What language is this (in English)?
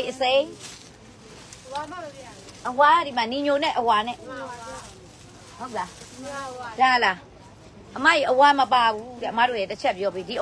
Burmese